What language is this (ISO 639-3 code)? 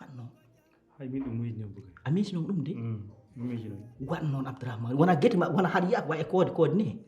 ful